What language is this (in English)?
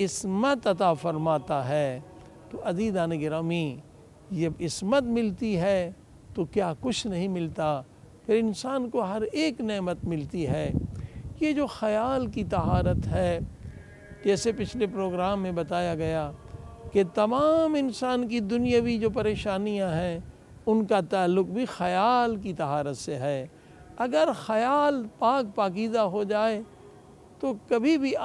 Urdu